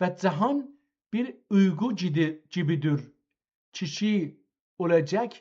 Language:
South Azerbaijani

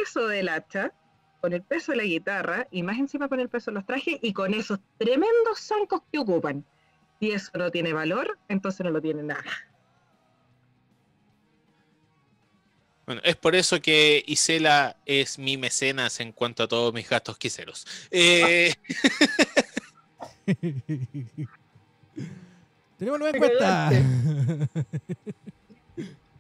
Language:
Spanish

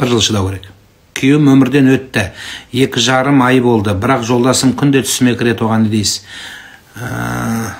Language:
Kazakh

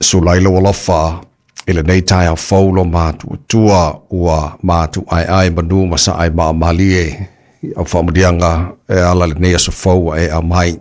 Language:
Samoan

